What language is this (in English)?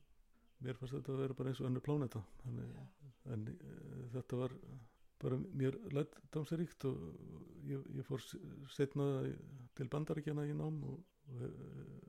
Icelandic